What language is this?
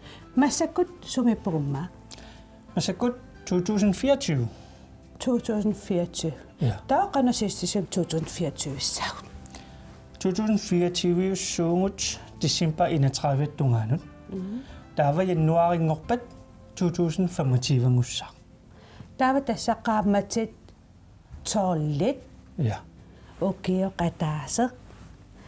Kalaallisut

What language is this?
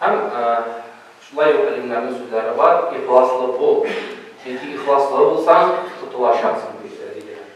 Tatar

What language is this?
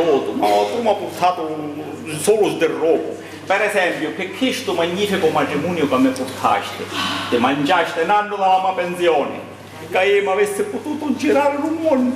Sicilian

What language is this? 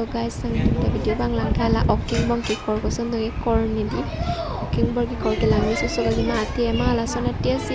Karbi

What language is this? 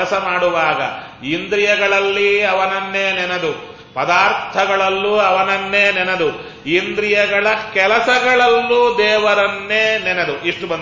Kannada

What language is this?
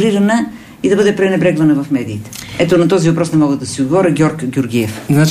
Bulgarian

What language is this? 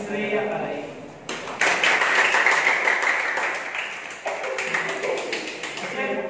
Filipino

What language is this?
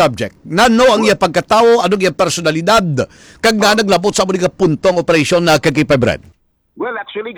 Hiligaynon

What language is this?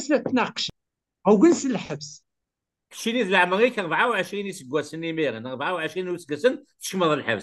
Kabyle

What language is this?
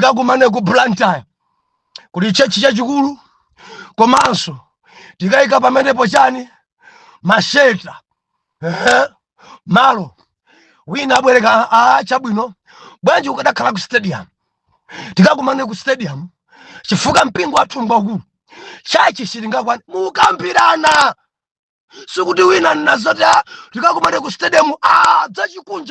Nyanja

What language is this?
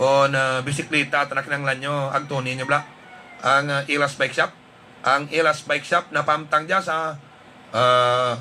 Hiligaynon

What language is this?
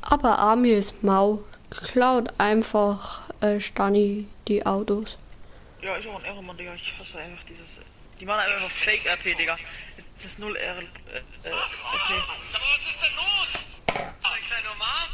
Bavarian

